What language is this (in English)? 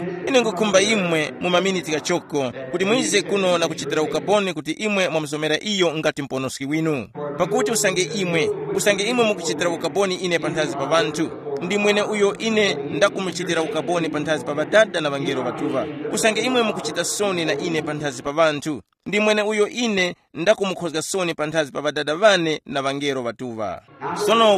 Tumbuka